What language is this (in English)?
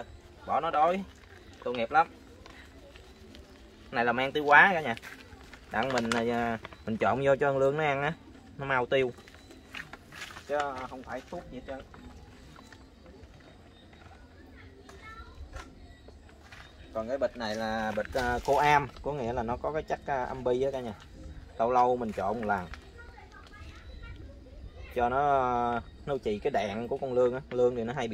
Vietnamese